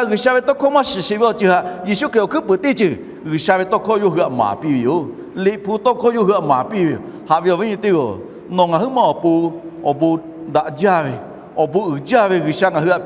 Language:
Lahu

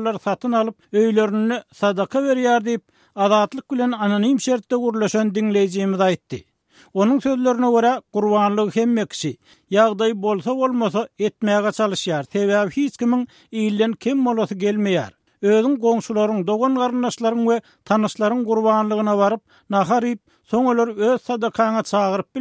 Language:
Turkmen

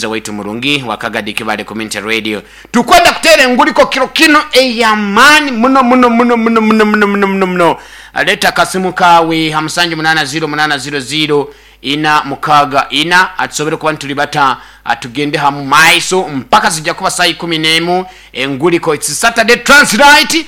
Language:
Nyoro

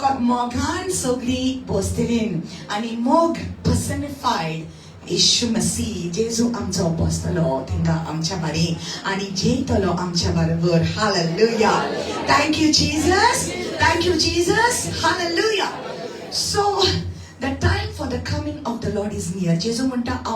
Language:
Konkani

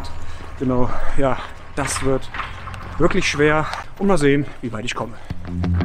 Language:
German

